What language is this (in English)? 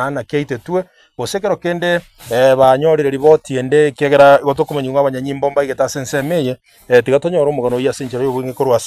Gusii